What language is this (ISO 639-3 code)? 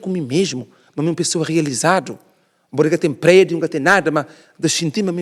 kea